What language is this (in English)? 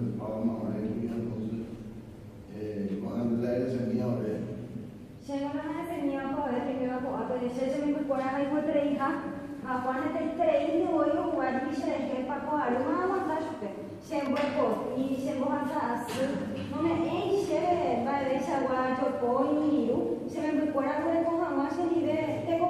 Guarani